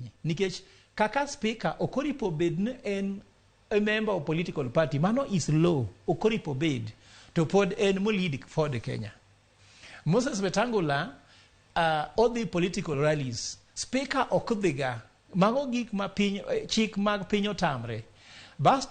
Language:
Luo (Kenya and Tanzania)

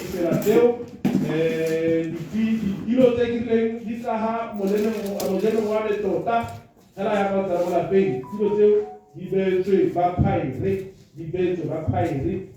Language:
Tswana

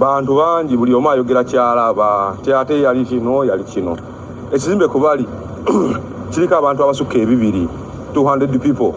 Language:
Ganda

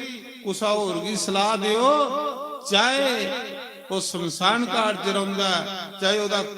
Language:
Dogri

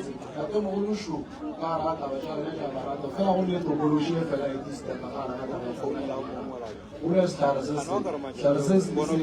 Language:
Northern Sotho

